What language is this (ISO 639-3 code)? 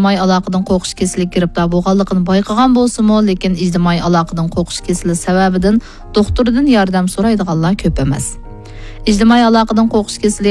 uig